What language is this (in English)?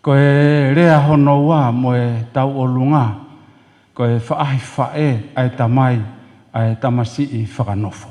Tongan